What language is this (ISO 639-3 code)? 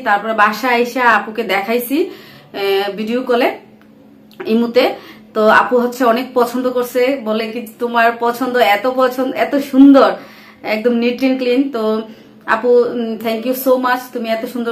ben